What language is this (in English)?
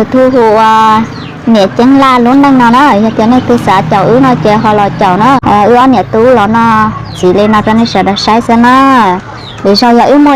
Hmong